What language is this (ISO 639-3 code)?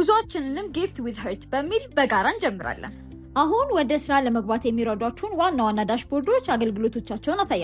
amh